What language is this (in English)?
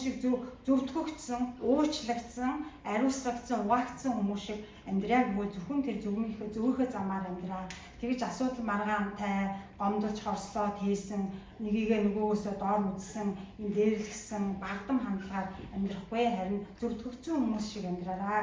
Mongolian